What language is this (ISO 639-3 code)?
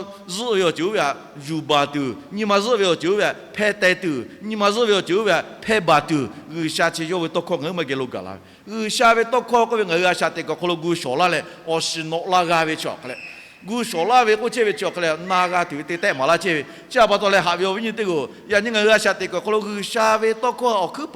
lhu